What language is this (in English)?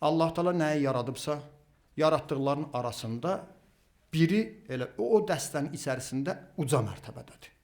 Azerbaijani